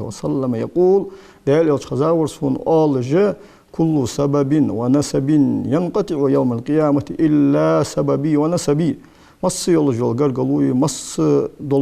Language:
Ingush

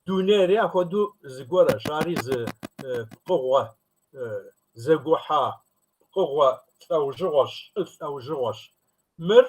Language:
Kabardian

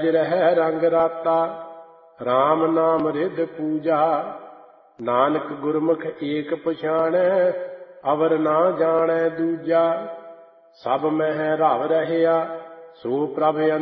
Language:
Punjabi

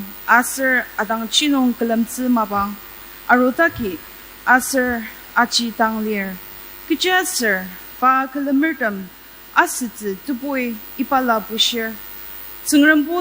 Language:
Ao Naga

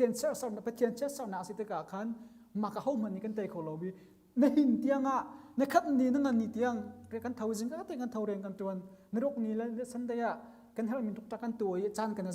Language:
Hakha Chin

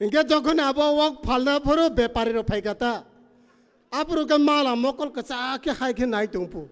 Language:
Kok Borok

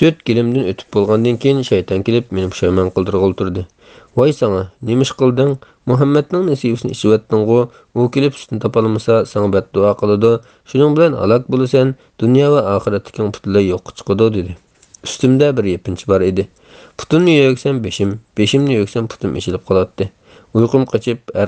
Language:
Uyghur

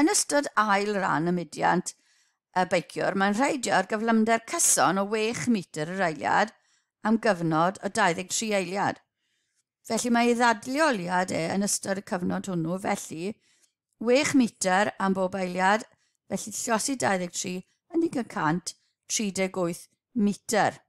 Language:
Welsh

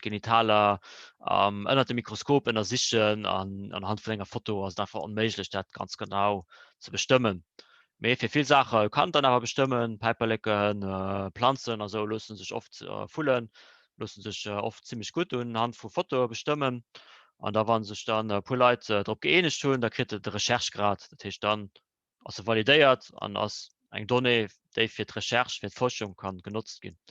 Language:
Luxembourgish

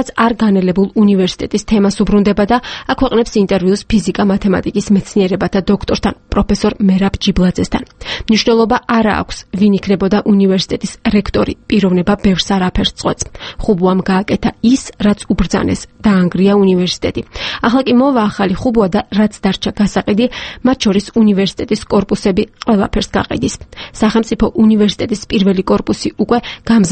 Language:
Georgian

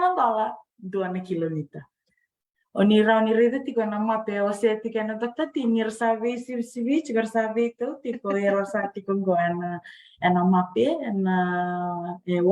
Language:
Fijian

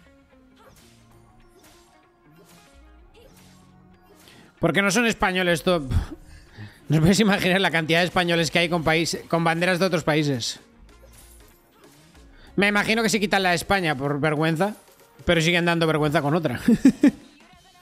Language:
Spanish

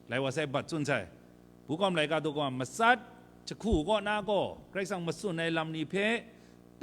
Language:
Kachin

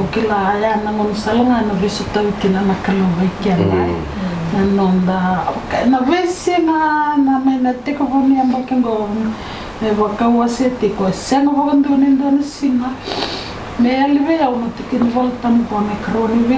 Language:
Fijian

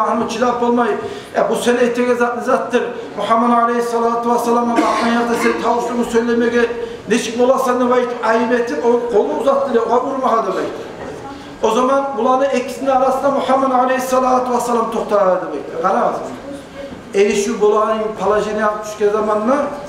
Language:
Kumyk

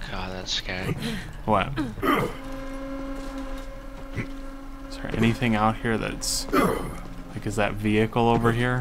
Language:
English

